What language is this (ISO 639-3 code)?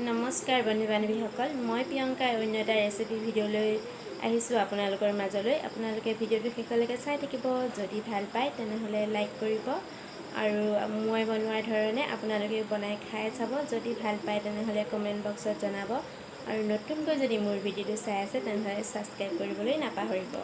asm